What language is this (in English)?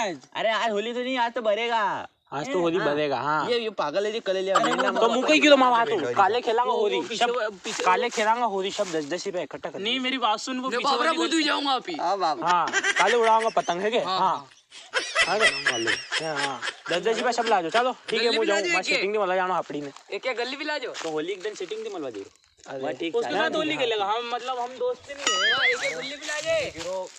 Rajasthani